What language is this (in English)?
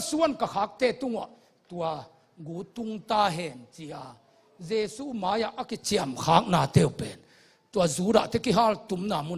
Tedim Chin